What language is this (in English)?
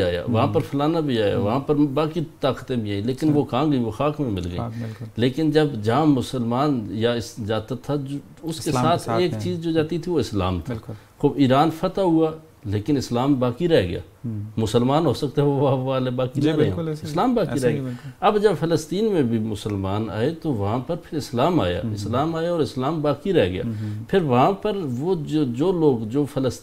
Urdu